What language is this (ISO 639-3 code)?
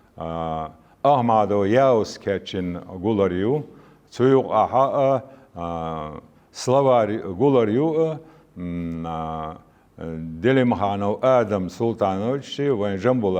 che